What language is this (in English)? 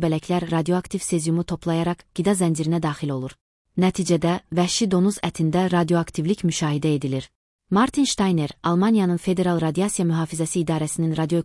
Azerbaijani